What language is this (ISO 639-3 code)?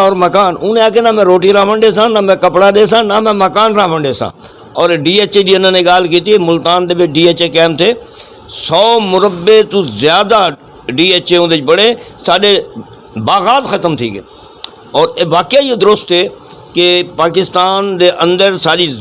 skr